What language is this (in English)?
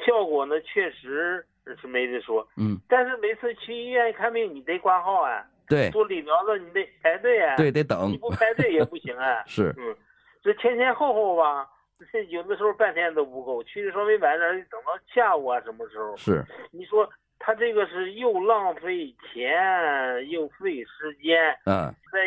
Chinese